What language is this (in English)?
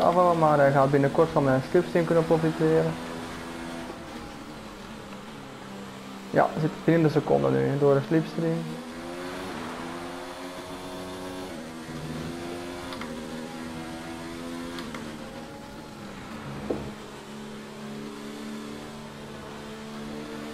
Dutch